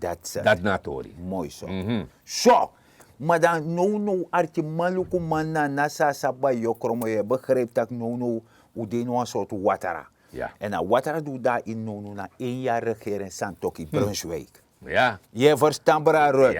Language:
Sranan Tongo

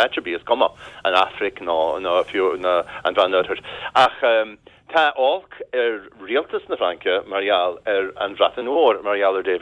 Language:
Irish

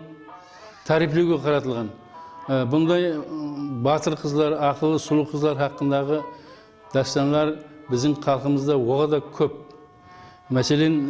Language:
Kara-Kalpak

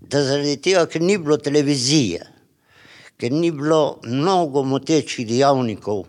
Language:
Slovenian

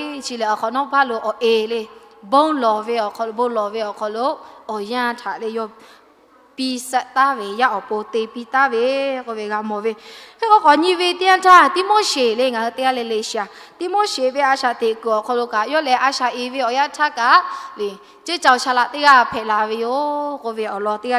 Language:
Lahu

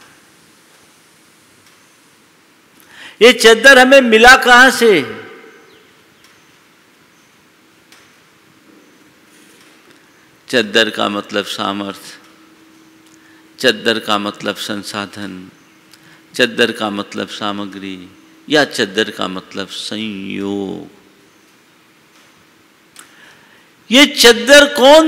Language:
Hindi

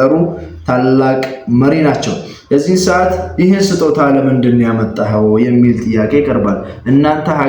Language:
Amharic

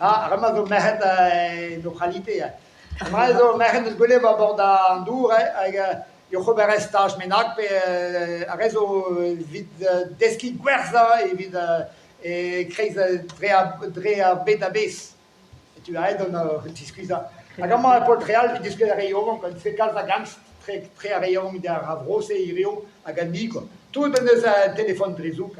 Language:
Breton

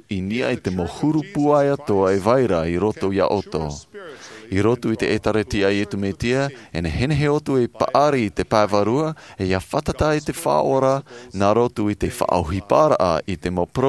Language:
Tahitian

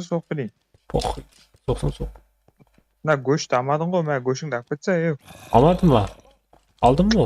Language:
Kara-Kalpak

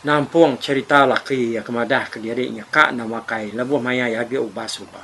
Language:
Iban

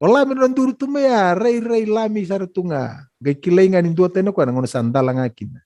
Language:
Fijian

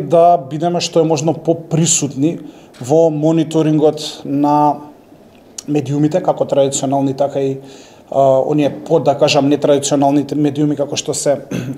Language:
Macedonian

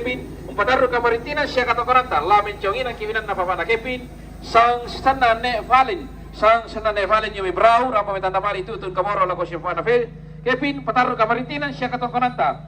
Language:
Toraja-Sa'dan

